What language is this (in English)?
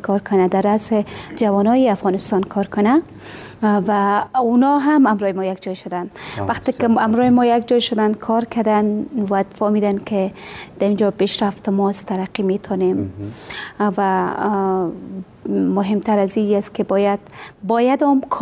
Persian